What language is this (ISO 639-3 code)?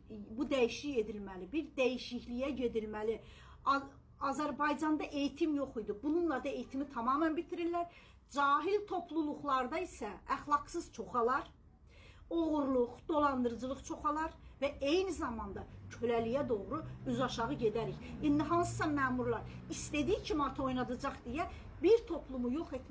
aze